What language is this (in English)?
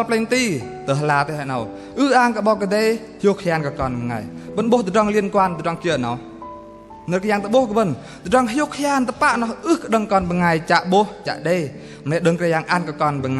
Bahnar